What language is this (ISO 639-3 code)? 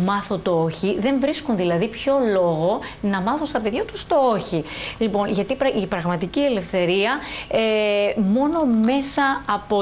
ell